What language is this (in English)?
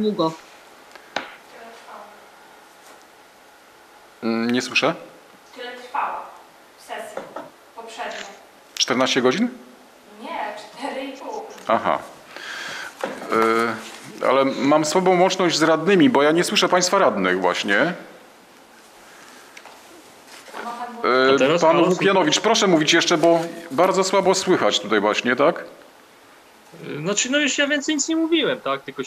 Polish